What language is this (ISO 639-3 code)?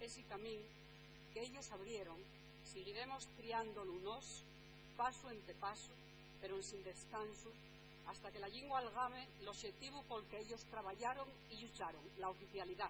ast